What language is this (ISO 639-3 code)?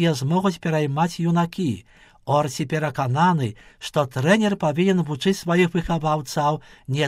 bel